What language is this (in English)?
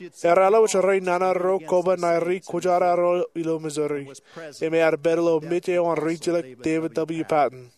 Marshallese